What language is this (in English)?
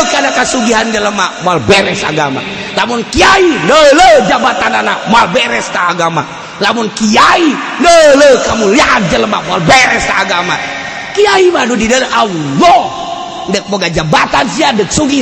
Sundanese